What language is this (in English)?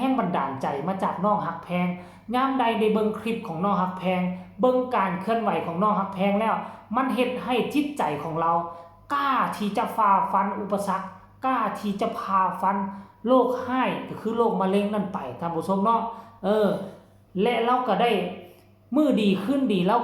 Northeastern Thai